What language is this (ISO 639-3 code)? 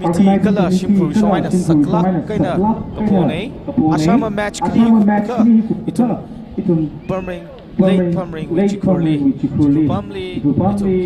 nmf